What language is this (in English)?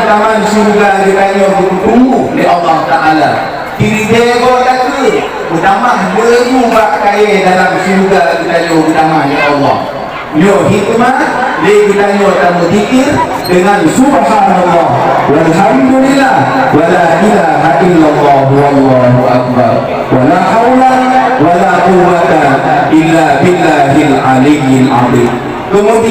Achinese